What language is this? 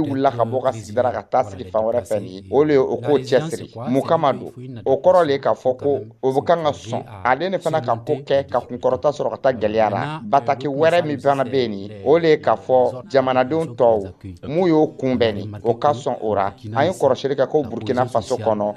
Dyula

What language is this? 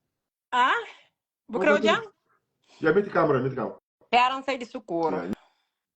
Kabuverdianu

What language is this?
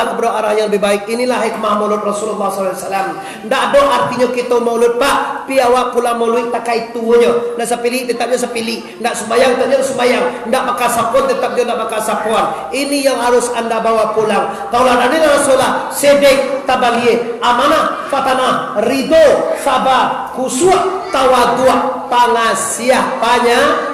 Minangkabau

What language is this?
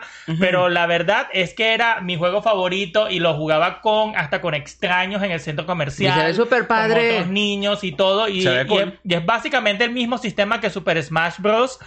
Spanish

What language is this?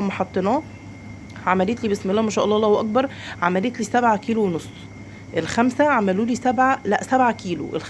Egyptian Arabic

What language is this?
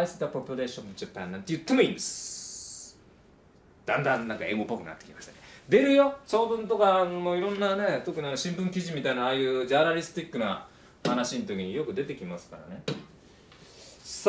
Japanese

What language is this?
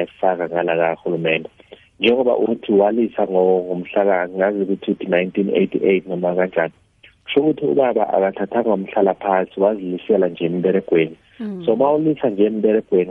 South Ndebele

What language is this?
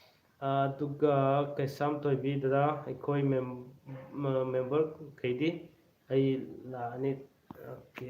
Manipuri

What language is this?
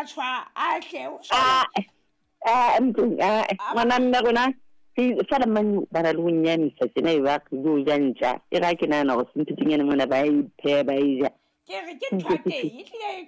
Southern Sotho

